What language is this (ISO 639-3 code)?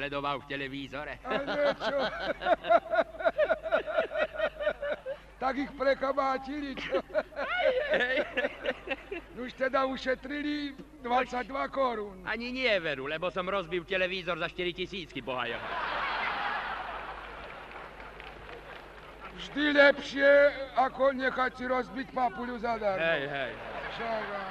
slk